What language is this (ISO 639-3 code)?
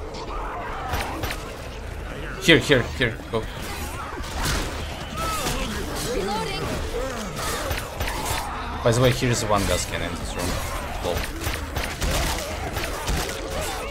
eng